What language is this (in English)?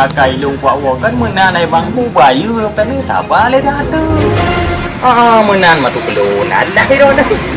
Achinese